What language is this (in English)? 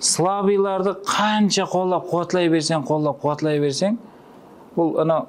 Kara-Kalpak